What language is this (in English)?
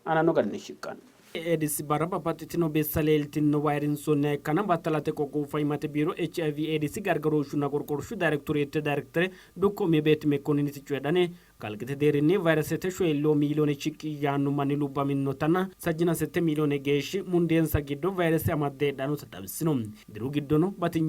Sidamo